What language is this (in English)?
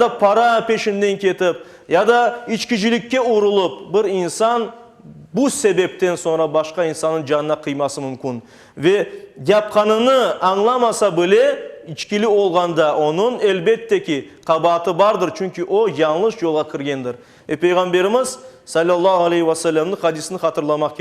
Crimean Tatar